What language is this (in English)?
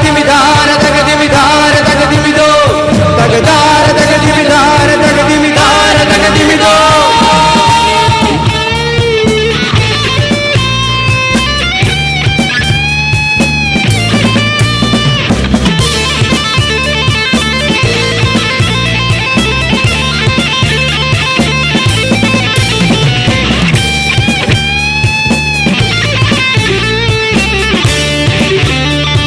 Malayalam